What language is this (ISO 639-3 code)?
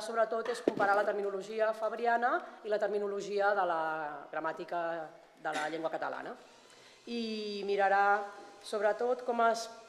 cat